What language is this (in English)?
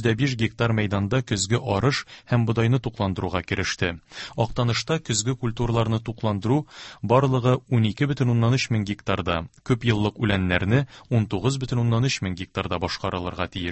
Tatar